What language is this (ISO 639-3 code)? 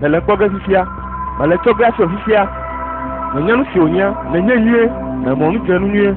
ewe